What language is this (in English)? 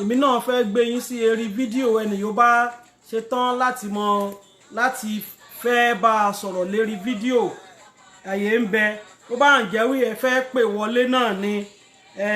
Yoruba